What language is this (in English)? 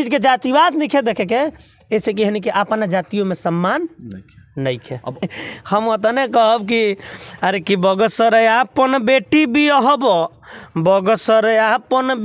Bhojpuri